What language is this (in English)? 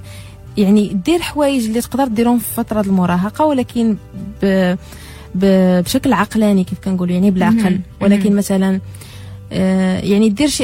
Moroccan Arabic